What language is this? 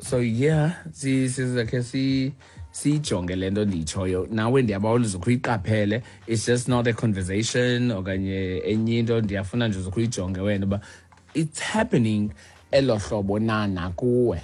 Xhosa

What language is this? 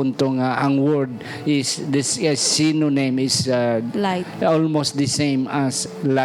Hiligaynon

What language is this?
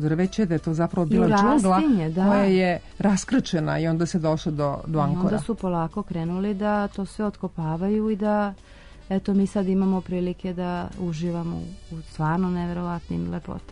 Serbian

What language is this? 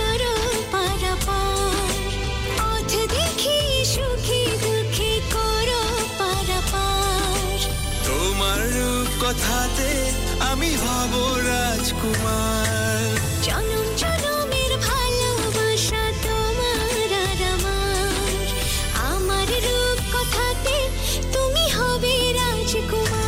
Bangla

